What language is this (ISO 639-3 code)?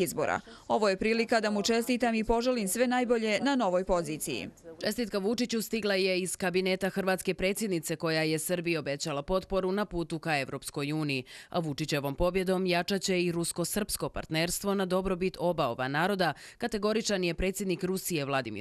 bos